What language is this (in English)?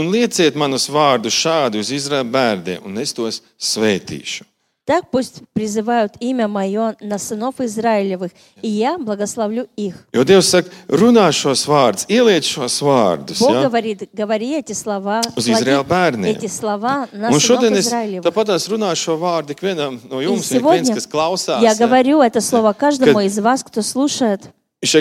Latvian